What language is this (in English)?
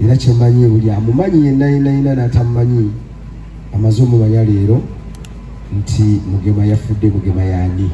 Ganda